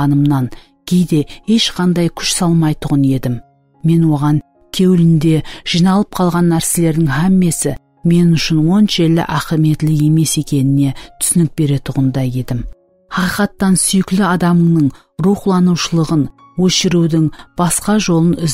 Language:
Kara-Kalpak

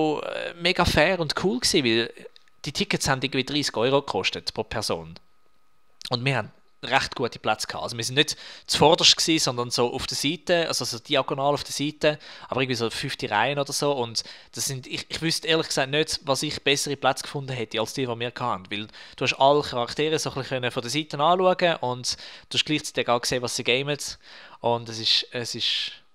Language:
Swiss German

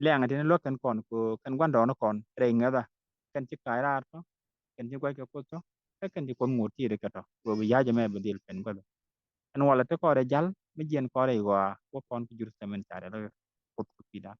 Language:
Nuer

